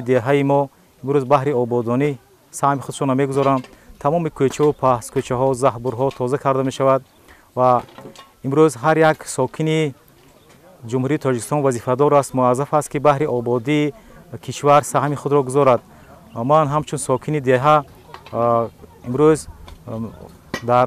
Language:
Tajik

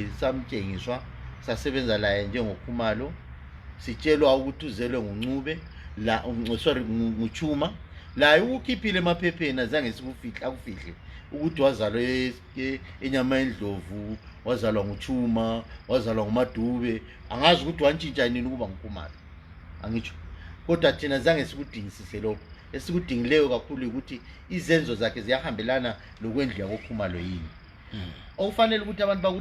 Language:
North Ndebele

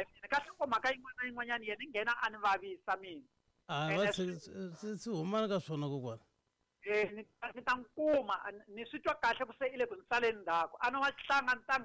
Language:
Tsonga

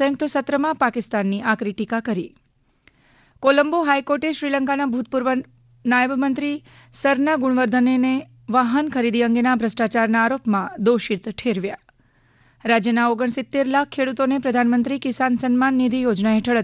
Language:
Gujarati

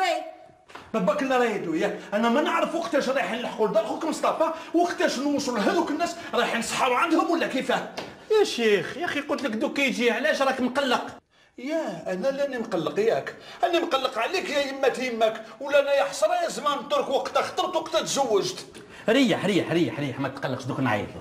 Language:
Algerian Arabic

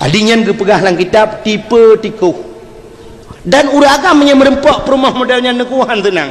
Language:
Achinese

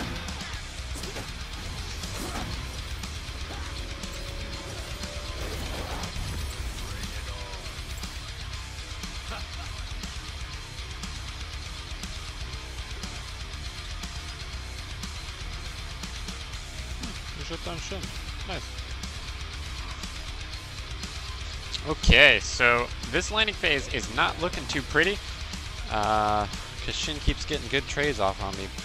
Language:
English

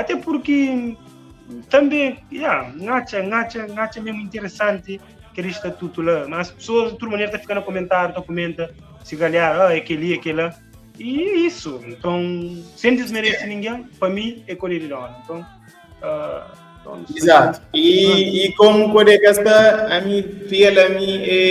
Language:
Kabuverdianu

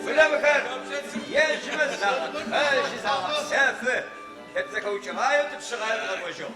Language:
Adyghe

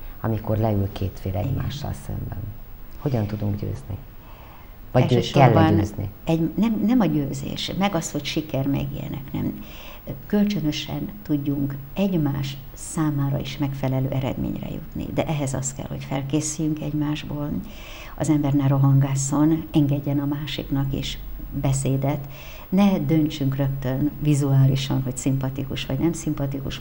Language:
Hungarian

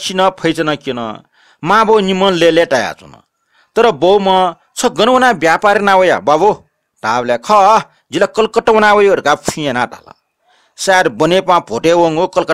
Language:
Newari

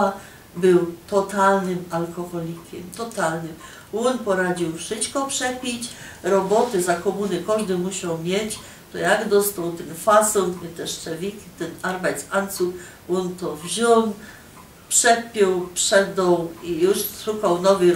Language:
Silesian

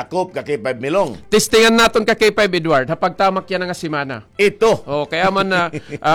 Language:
Waray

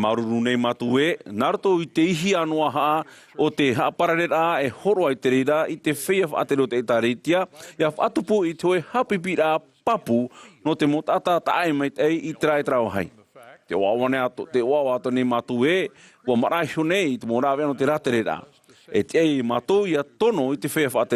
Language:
Tahitian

